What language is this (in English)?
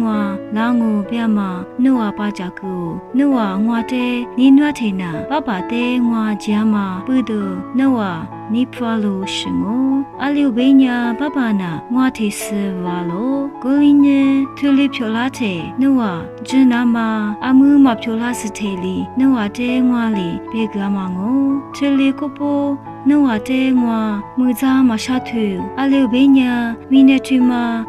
Lisu